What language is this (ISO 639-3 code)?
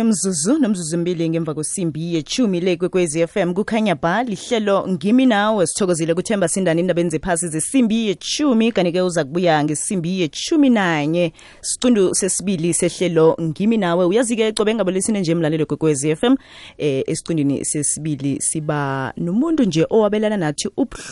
nbl